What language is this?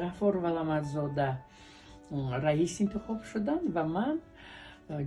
Tajik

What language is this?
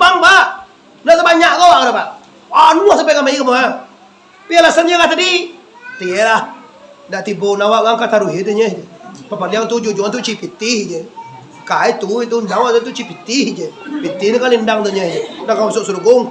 Minangkabau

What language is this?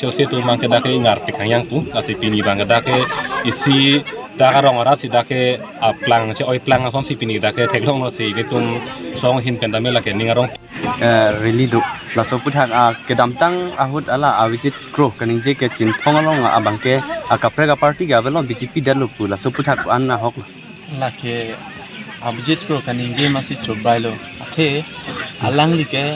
Karbi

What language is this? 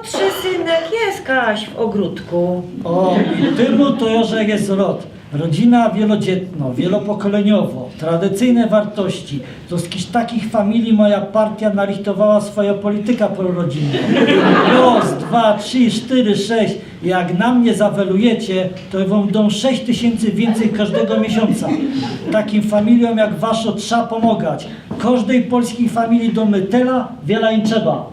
Silesian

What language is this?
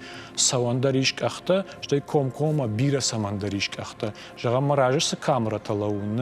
Ossetic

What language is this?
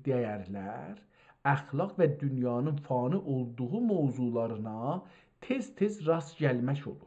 South Azerbaijani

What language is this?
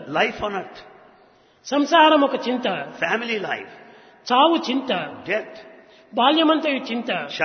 Telugu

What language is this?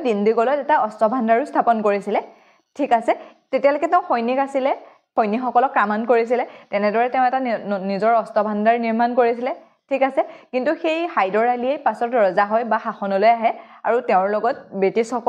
Assamese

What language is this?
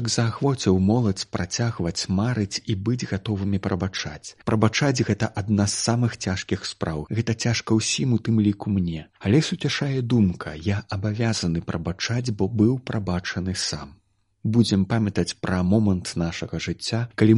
Belarusian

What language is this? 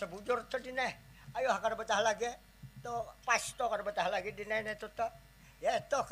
Banjar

